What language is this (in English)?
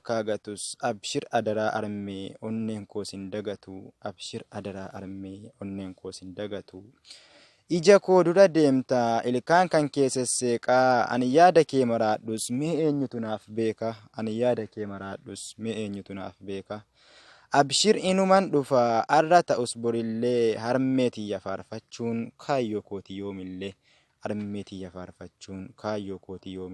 Oromo